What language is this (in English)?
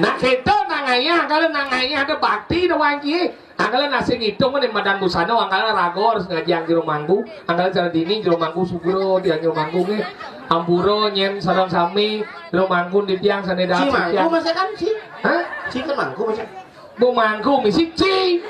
Balinese